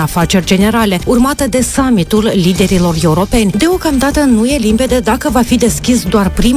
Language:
Romanian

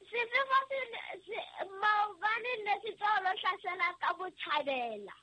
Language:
Southern Sotho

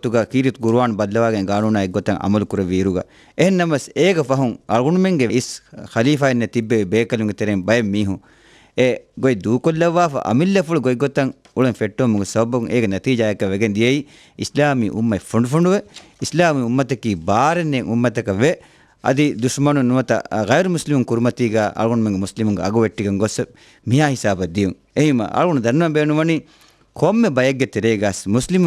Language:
Divehi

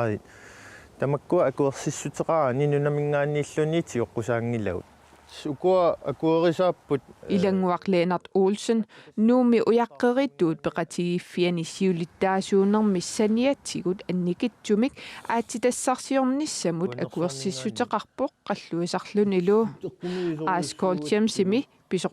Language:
Kalaallisut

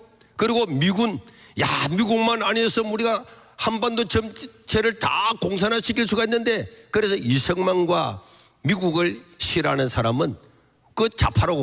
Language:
Korean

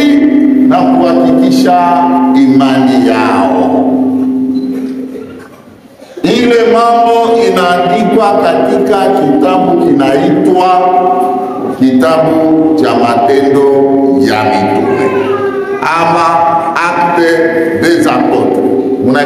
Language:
Swahili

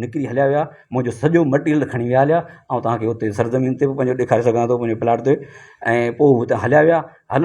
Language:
Sindhi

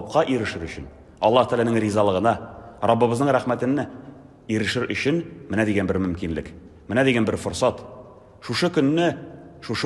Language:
Tatar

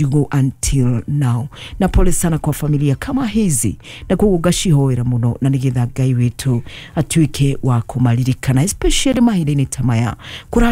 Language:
Kikuyu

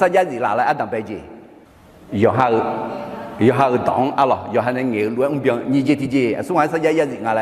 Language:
Akha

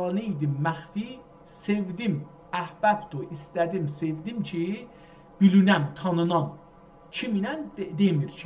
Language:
South Azerbaijani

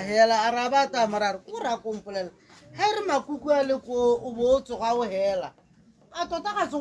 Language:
Tswana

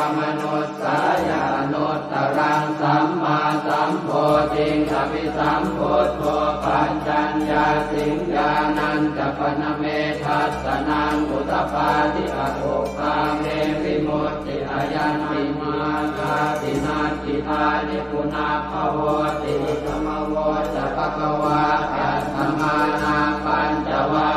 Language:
Pali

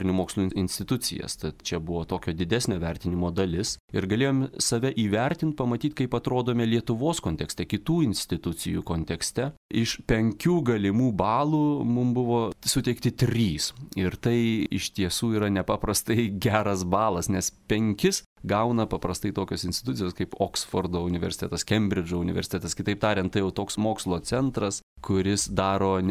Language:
Lithuanian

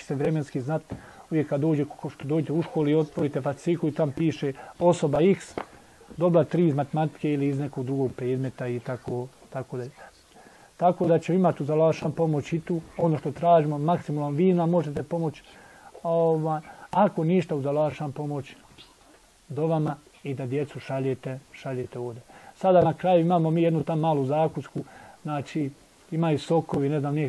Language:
Bosnian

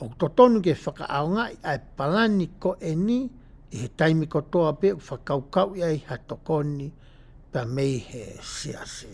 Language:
Tongan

